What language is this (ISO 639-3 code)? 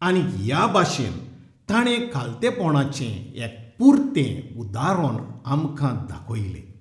kok